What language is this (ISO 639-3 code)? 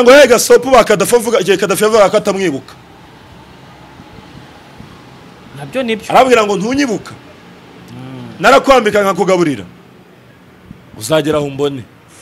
kin